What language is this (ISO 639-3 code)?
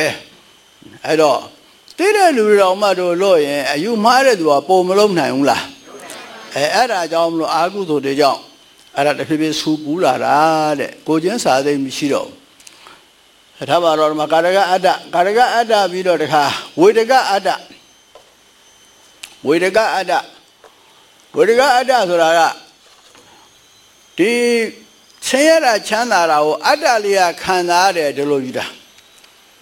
mya